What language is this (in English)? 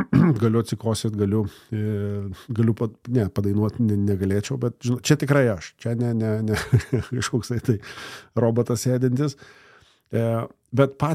Lithuanian